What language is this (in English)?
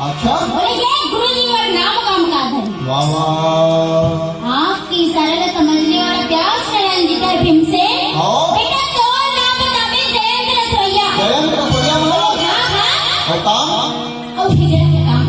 Chhattisgarhi